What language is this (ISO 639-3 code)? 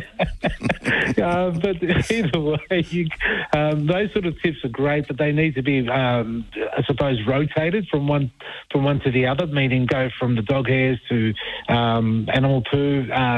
eng